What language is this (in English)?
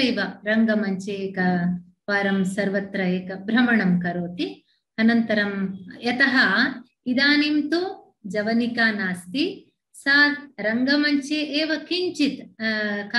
Sanskrit